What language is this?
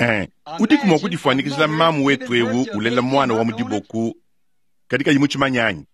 Luba-Lulua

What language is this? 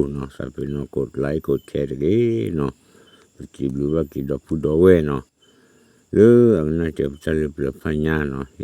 S'gaw Karen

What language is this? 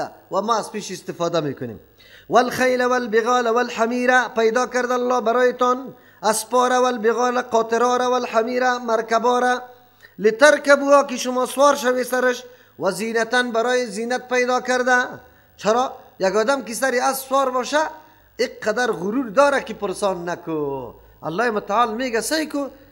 Persian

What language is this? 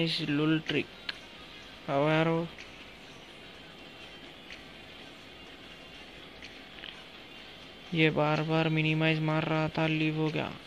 Hindi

